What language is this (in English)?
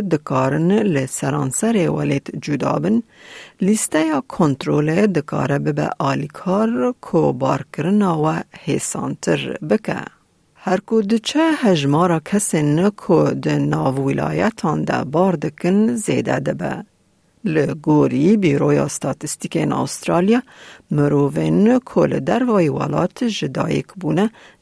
Kurdish